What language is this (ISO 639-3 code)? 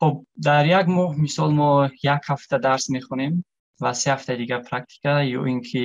tgk